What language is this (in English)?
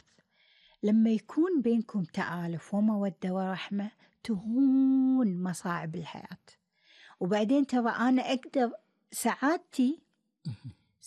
Gulf Arabic